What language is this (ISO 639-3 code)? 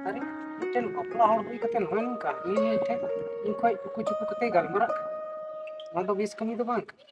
sat